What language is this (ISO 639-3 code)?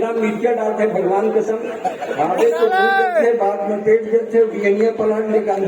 hne